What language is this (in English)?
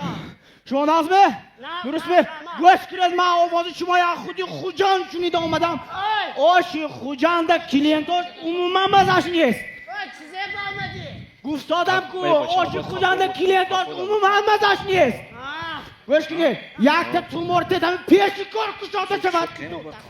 Tajik